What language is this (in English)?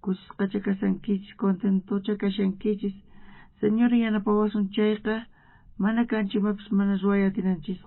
South Bolivian Quechua